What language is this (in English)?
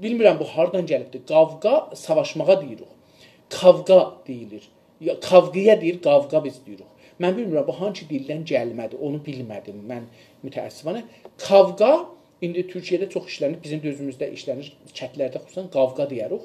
South Azerbaijani